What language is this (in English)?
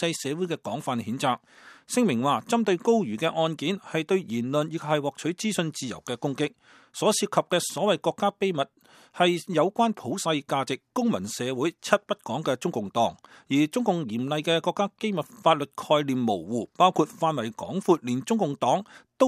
Cantonese